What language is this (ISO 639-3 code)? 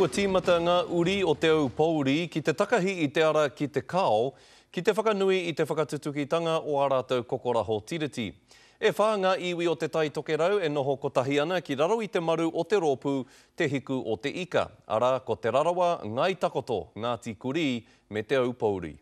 mri